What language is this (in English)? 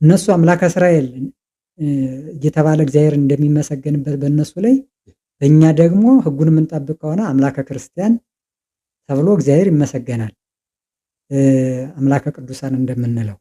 Amharic